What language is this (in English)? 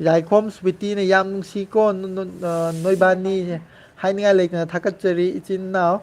Manipuri